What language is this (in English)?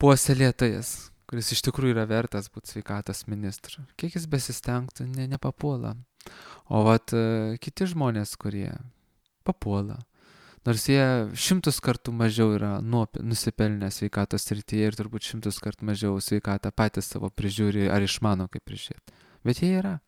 Lithuanian